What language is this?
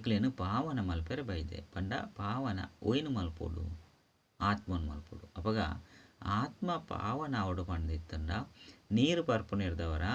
Tulu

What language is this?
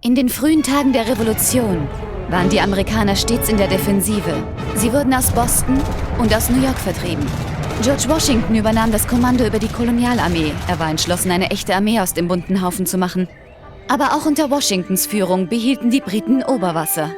Bavarian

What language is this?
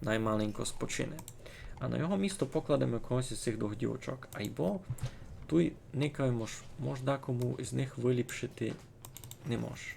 Rusyn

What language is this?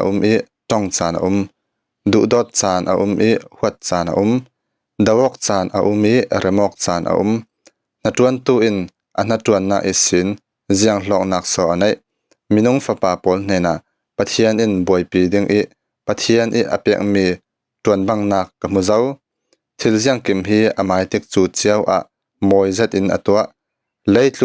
Falam Chin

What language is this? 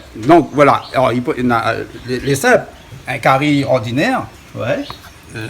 Réunion Creole French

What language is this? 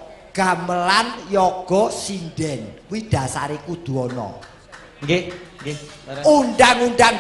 Javanese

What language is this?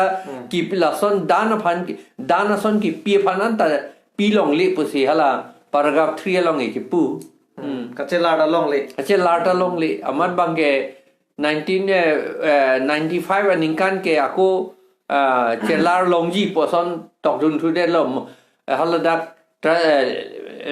Karbi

